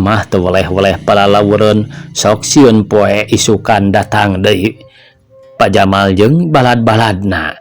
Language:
Sundanese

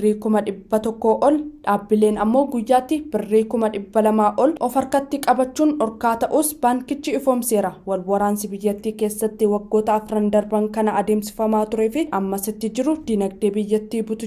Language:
Oromo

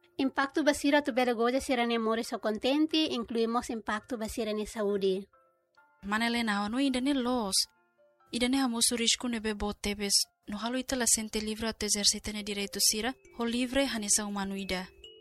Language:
Tetum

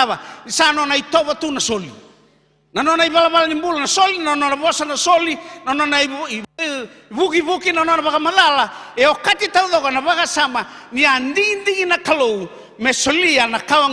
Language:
Fijian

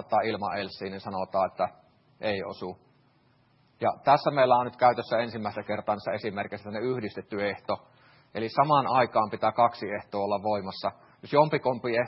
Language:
Finnish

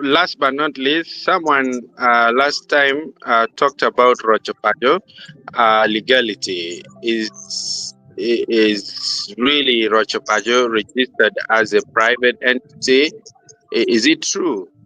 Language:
Acoli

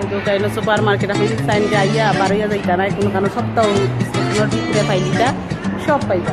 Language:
Sylheti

